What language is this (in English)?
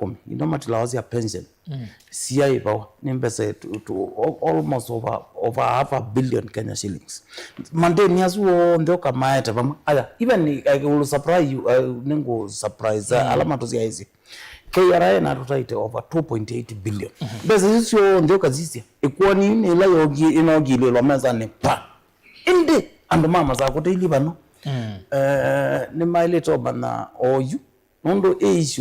Kamba